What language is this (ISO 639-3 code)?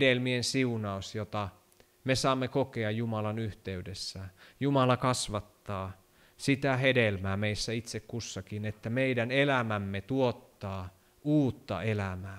fin